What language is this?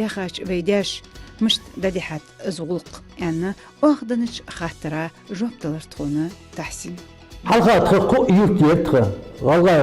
Ingush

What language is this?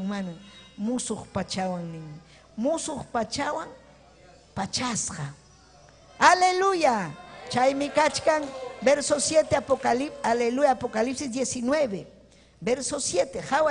Ayacucho Quechua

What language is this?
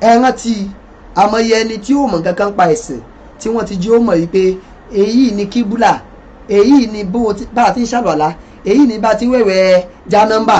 Yoruba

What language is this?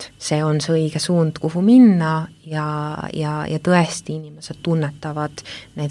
Estonian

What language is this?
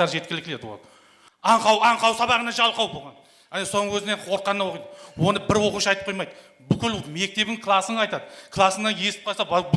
Kara-Kalpak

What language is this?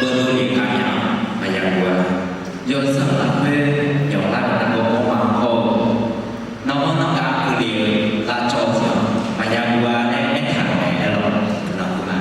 Akha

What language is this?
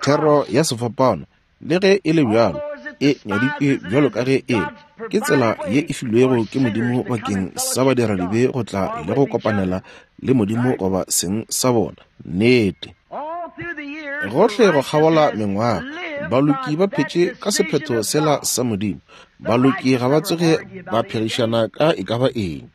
Northern Sotho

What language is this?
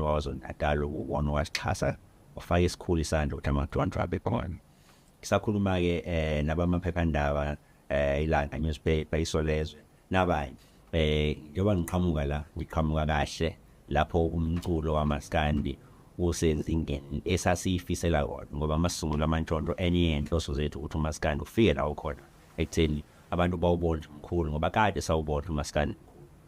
Zulu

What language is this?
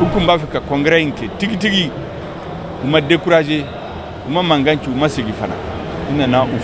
Bambara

